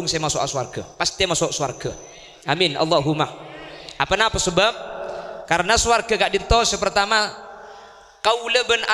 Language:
Madurese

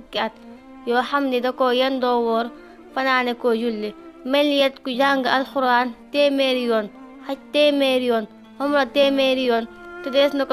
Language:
Wolof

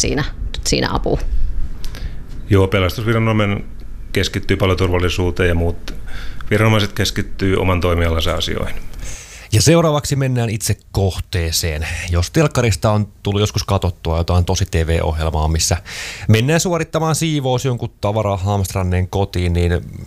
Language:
Finnish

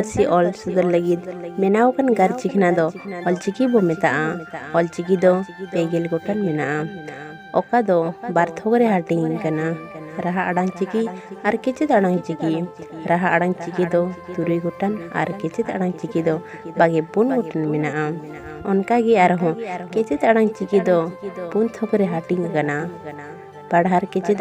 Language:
Santali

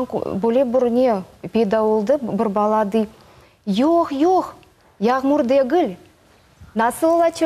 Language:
Crimean Tatar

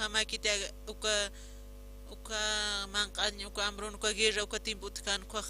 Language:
Aymara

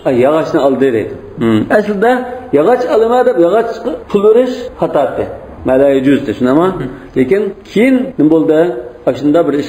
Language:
Uyghur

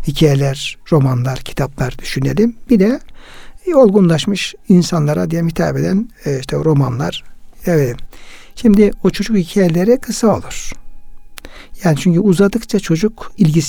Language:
Turkish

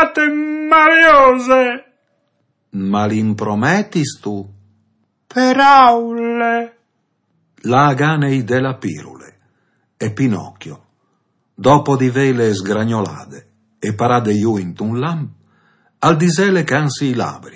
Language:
Friulian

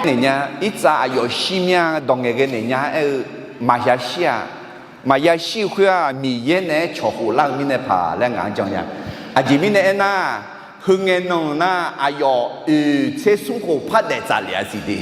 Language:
Akha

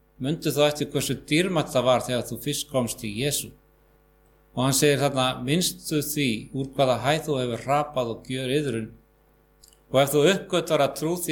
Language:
Icelandic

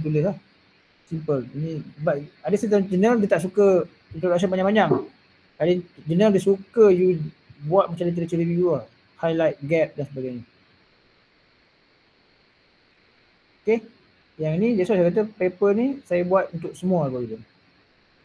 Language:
Malay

